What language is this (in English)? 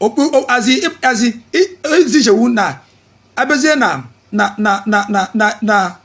Igbo